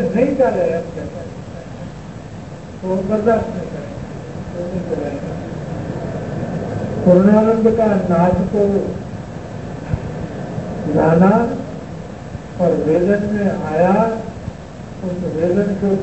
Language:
Hindi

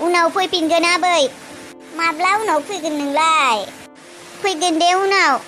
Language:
Bodo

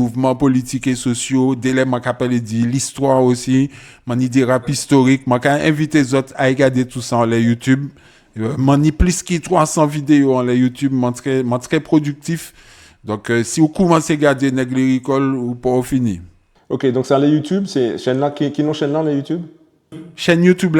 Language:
Guadeloupean Creole French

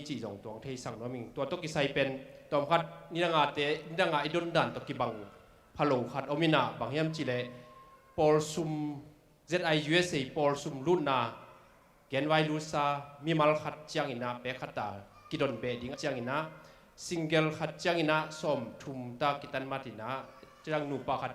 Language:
Tedim Chin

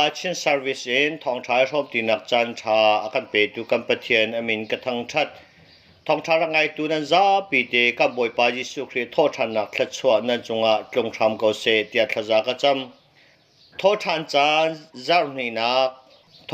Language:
Hakha Chin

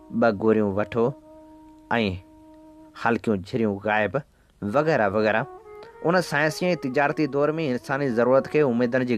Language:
Sindhi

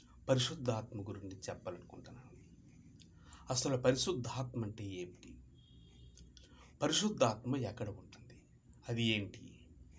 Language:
Telugu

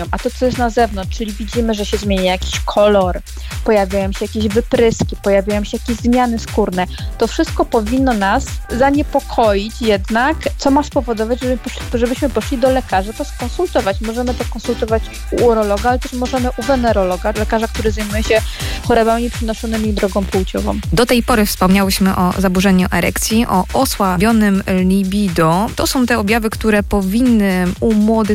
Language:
Polish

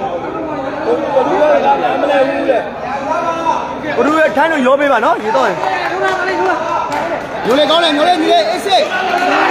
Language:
Burmese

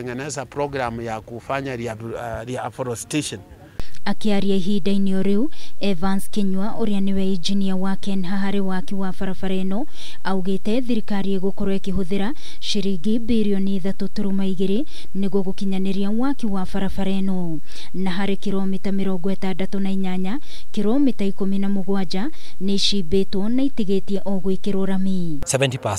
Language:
Kikuyu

